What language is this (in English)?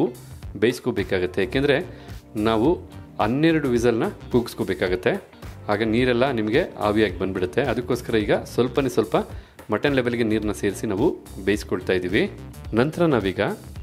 Kannada